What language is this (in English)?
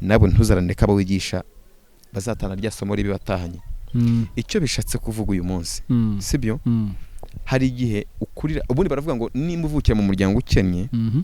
Kinyarwanda